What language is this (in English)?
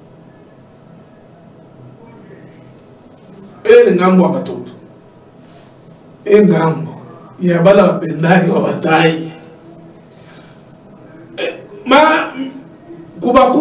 Swahili